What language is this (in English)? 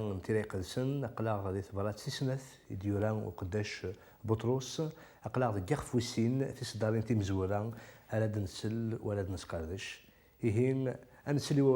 Kabyle